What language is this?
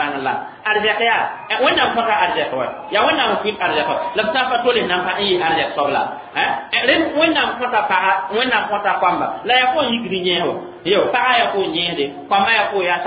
Mossi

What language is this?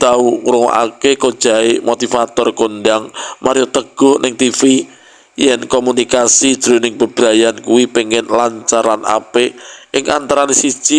Javanese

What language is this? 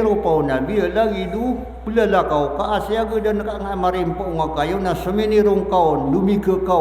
Maranao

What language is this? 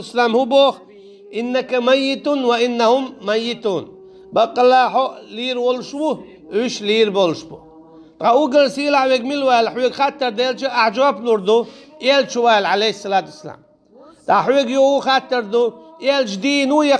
Chechen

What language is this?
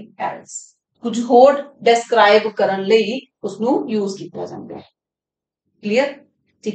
Punjabi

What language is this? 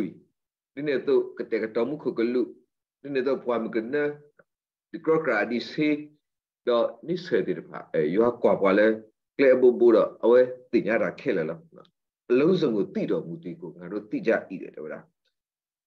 S'gaw Karen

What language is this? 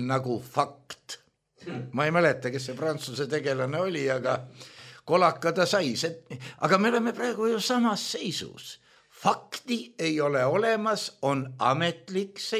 Estonian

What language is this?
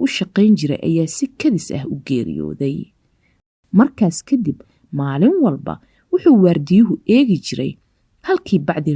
Somali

